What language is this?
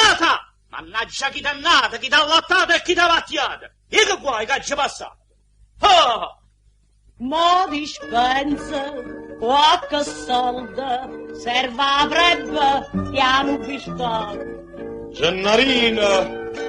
Neapolitan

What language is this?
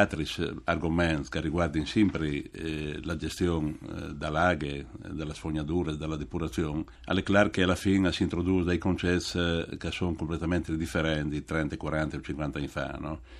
Friulian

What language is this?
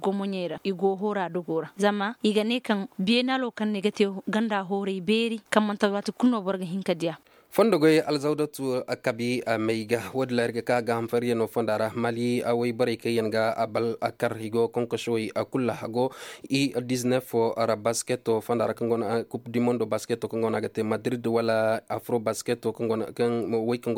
Koyraboro Senni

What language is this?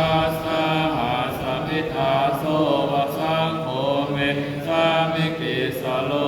Pali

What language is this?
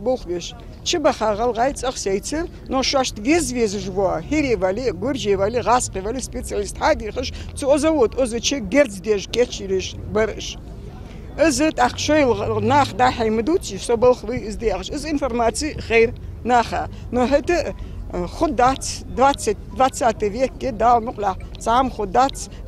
Ingush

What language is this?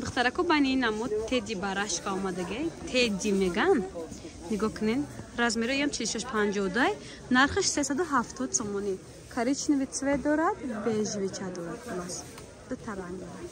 Tajik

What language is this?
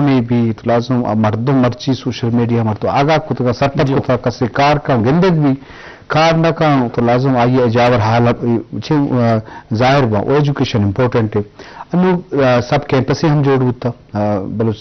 Eastern Balochi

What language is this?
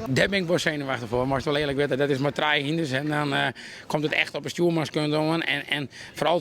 Western Frisian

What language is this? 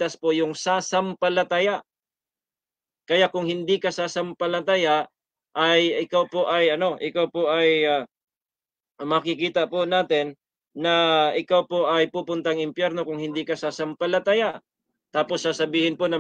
Filipino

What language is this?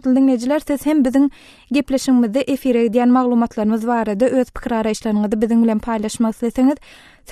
Turkmen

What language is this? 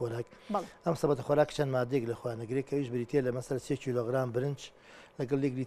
Central Kurdish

